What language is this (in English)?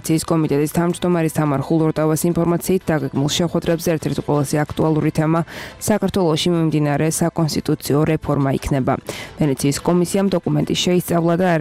Georgian